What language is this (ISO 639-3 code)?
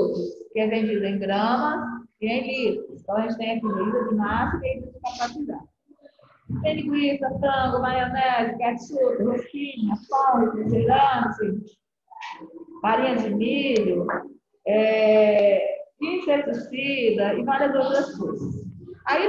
por